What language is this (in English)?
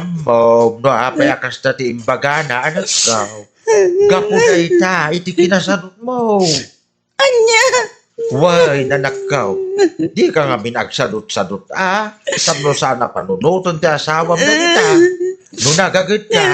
Iloko